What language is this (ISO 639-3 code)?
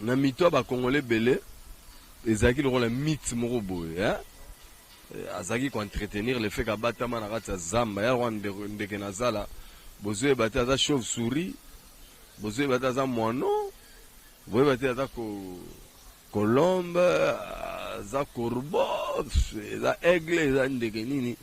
lin